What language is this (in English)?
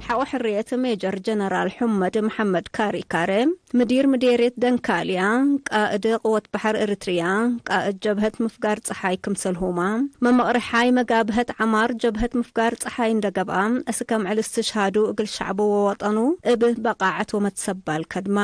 Tigre